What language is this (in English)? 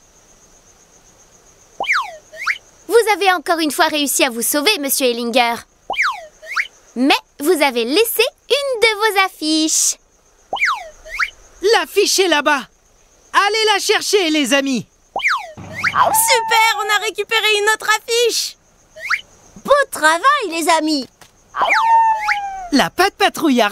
French